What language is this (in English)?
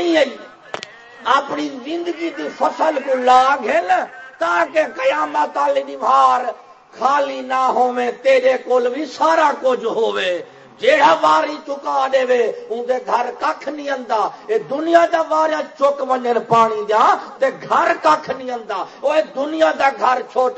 Saraiki